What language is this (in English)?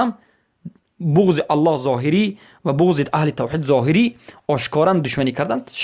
Persian